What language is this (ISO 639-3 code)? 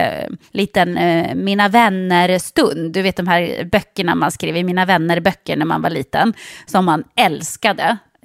swe